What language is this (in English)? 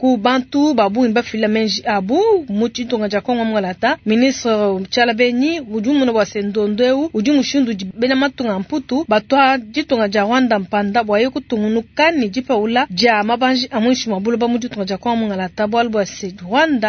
Luba-Lulua